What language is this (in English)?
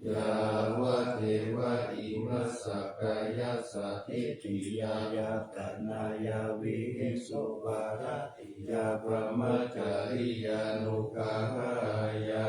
Pali